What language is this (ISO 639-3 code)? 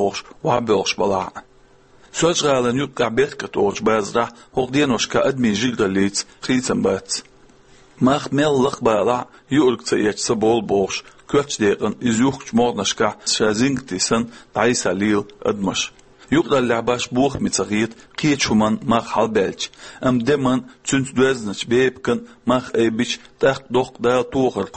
che